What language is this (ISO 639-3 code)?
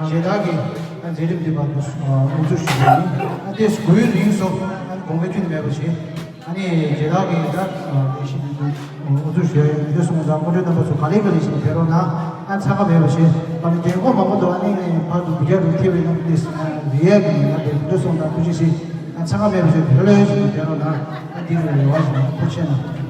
bod